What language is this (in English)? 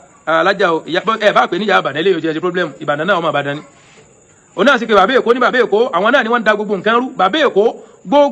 Yoruba